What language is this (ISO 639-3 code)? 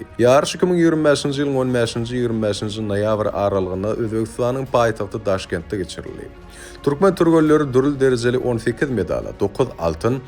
tuk